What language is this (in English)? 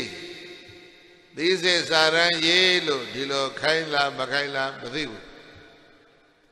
Burmese